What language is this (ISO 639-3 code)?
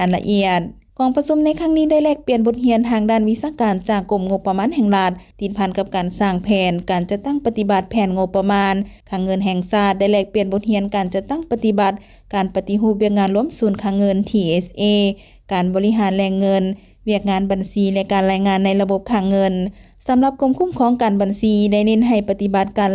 lao